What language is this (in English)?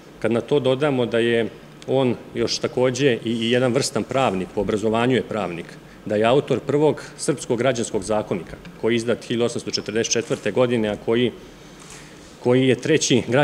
Serbian